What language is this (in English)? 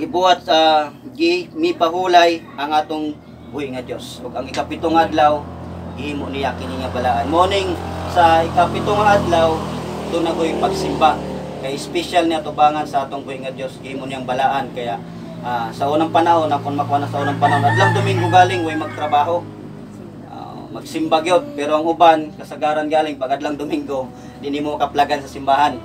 Cebuano